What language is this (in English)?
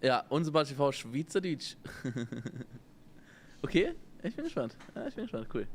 Swiss German